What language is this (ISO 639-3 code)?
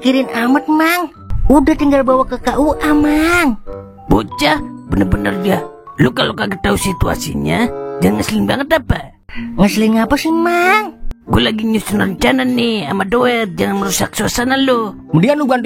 bew